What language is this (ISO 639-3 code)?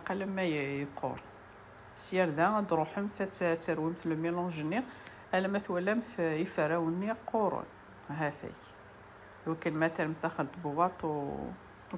kab